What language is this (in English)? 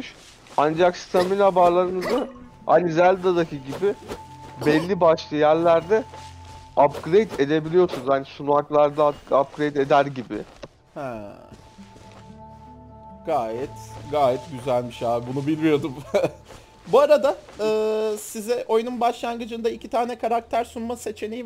Turkish